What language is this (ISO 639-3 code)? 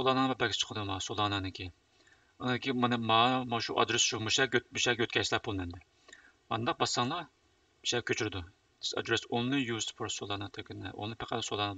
uig